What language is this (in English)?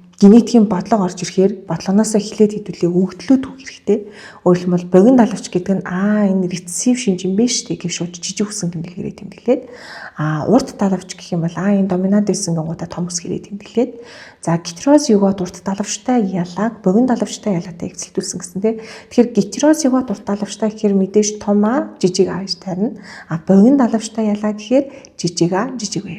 Mongolian